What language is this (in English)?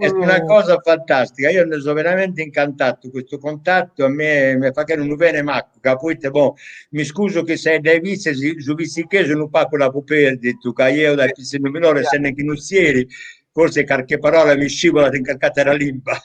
Sardinian